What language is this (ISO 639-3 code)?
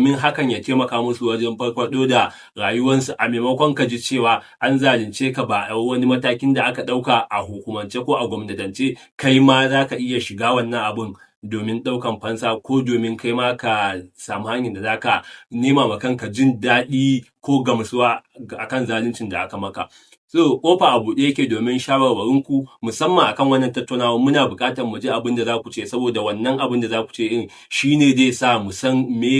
hau